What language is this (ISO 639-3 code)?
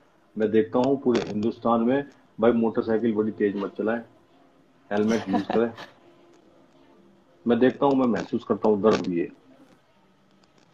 hin